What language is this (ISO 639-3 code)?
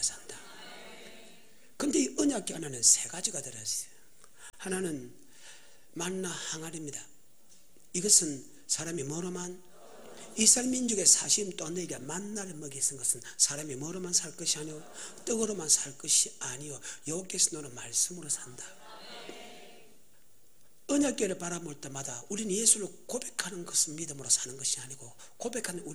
kor